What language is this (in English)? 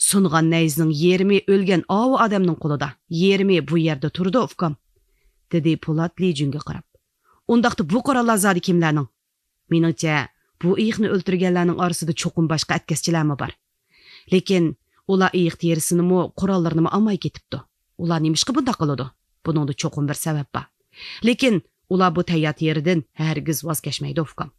Uyghur